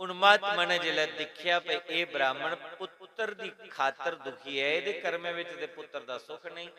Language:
Dogri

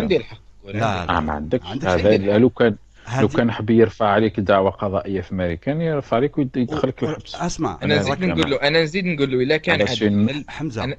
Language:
Algerian Arabic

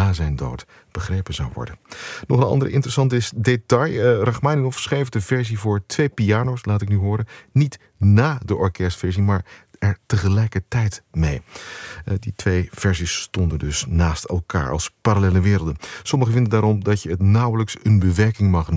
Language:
Dutch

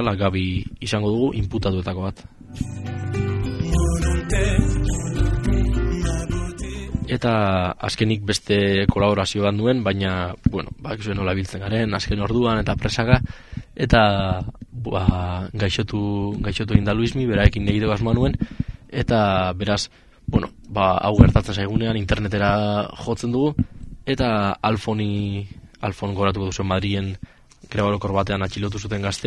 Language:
Basque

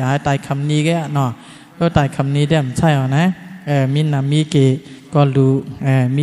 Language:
Shan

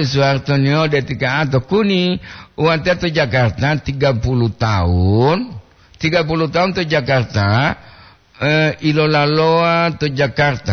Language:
Gorontalo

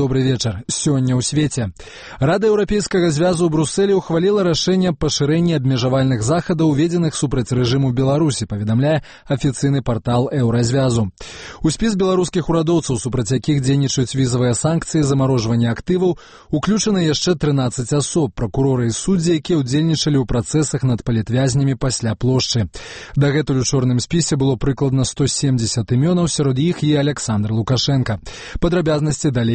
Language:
Belarusian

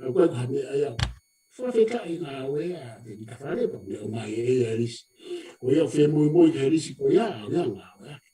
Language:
Tongan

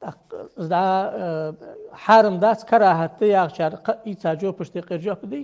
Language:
Ingush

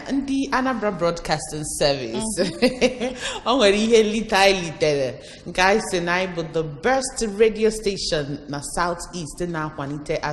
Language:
Igbo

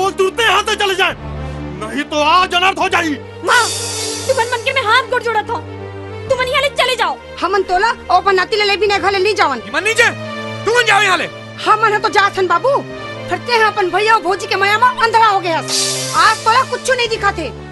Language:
Chhattisgarhi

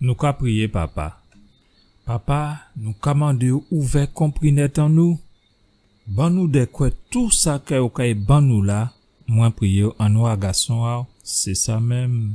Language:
Guadeloupean Creole French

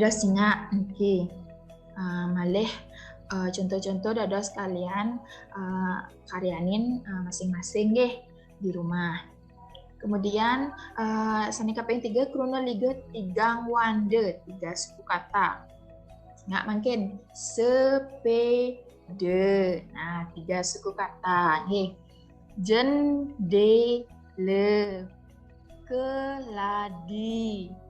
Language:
Balinese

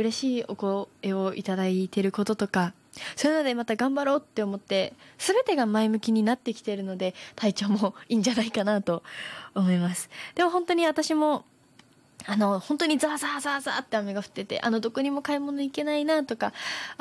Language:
Japanese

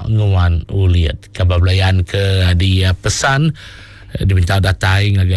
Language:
Iban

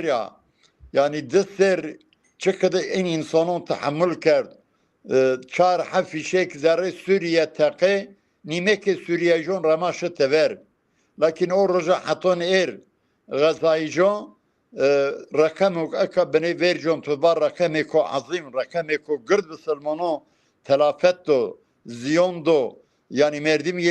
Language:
Zaza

